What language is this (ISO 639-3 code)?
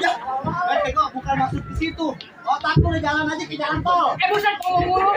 bew